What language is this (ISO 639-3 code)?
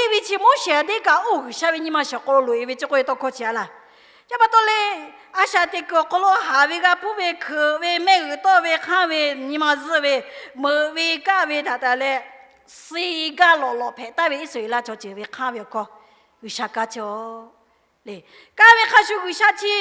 lhu